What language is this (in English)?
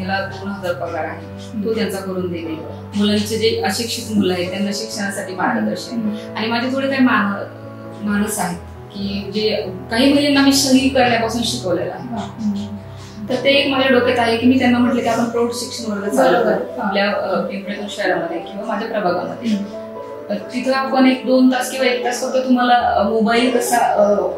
Marathi